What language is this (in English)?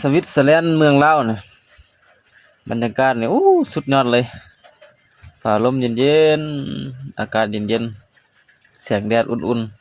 Lao